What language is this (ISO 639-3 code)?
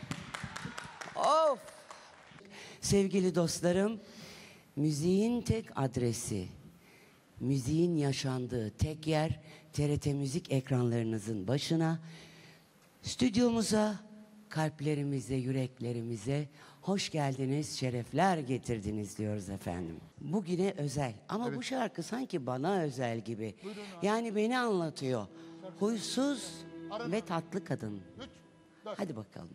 tur